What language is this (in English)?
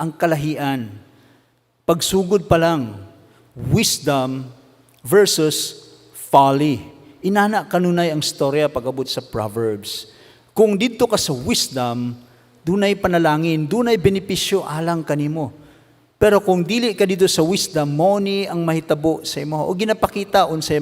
Cebuano